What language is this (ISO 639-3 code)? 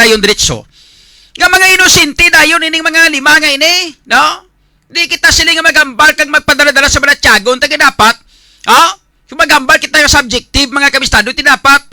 hil